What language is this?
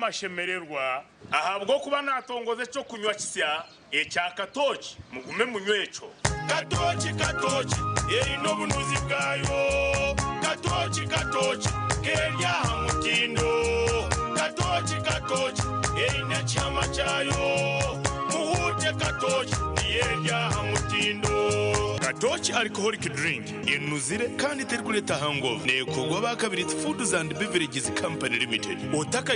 Nyankole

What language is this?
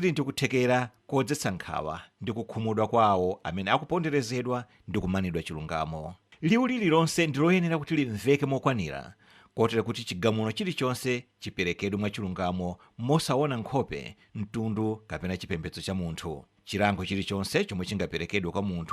Nyanja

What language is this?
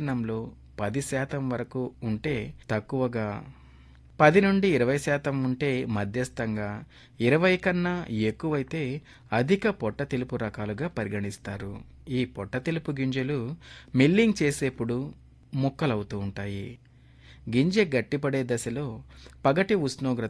Telugu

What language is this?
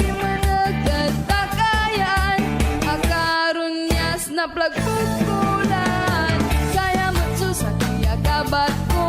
Pangasinan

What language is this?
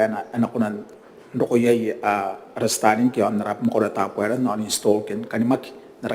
Gilbertese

